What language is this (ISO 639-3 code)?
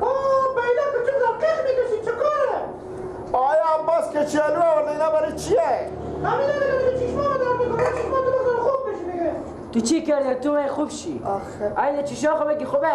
fas